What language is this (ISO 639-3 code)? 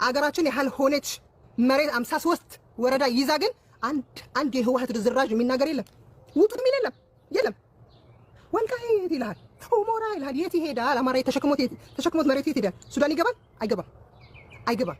amh